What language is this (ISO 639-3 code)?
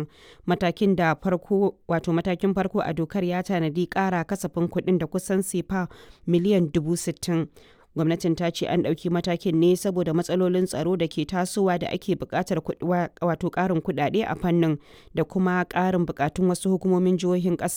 hau